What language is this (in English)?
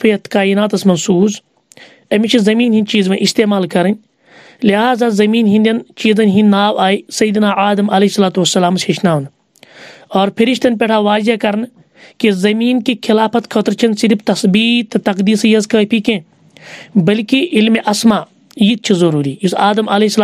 Kashmiri